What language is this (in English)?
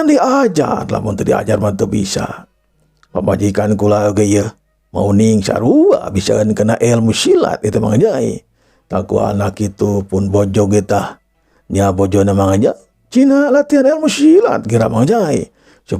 Sundanese